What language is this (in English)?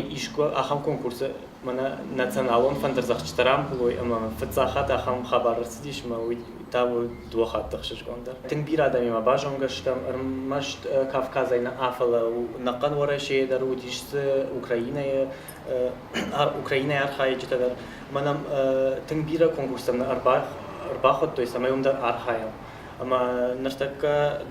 Ossetic